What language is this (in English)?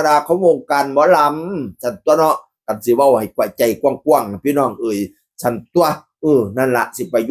Northeastern Thai